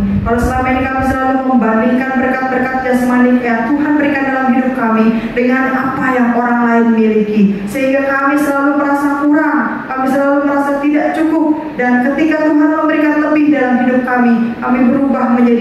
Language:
Indonesian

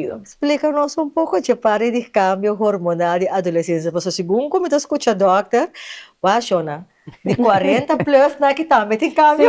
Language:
Papiamento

